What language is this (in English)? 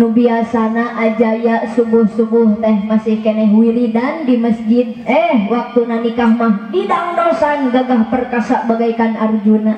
Sundanese